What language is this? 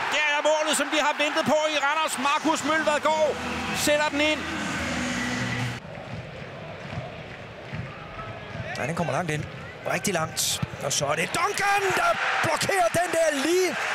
Danish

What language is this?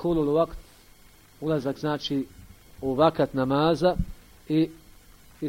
Bosnian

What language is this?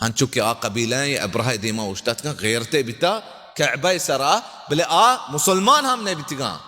Baluchi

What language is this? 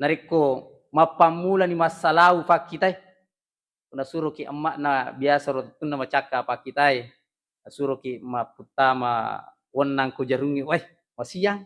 Buginese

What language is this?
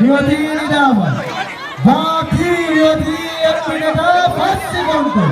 Divehi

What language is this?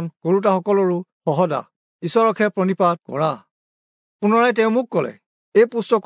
Assamese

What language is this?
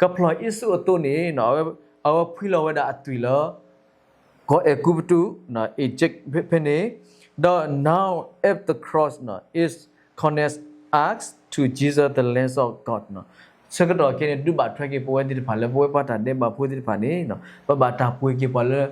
S'gaw Karen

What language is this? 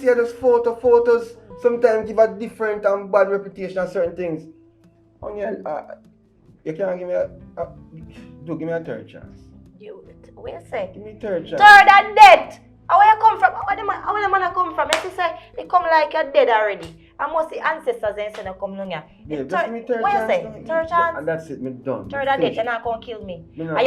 Jamaican Creole English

